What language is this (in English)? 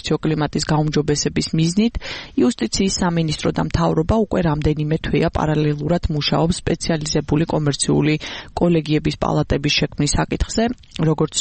Georgian